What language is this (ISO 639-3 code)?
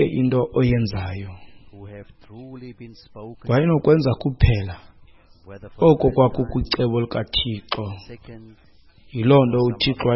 xho